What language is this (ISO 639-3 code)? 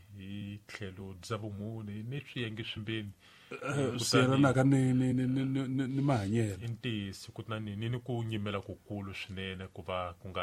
tso